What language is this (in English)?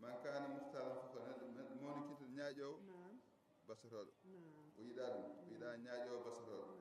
Fula